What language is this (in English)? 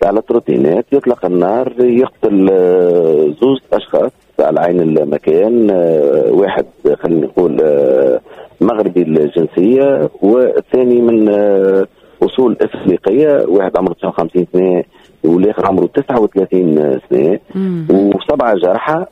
Tunisian Arabic